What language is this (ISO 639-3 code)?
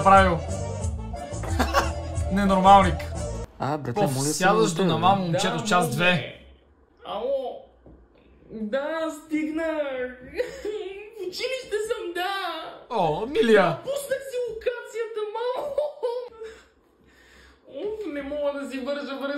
bul